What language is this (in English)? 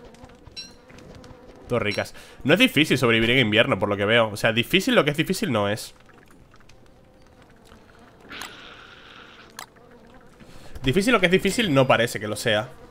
Spanish